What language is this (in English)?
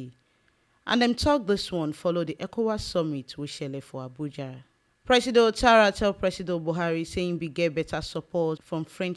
Nigerian Pidgin